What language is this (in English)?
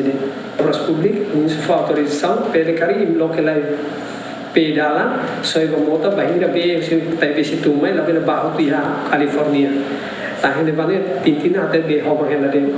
Tetum